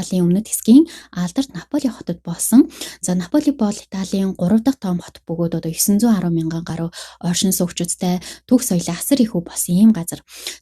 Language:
Mongolian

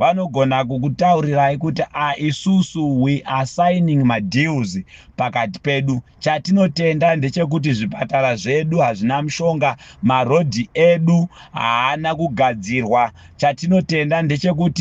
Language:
Shona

